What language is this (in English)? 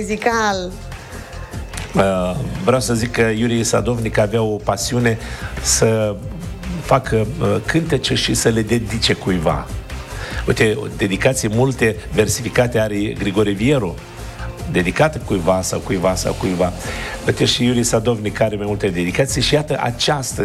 Romanian